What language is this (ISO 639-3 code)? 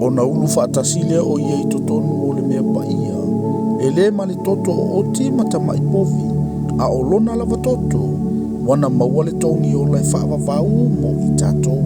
smo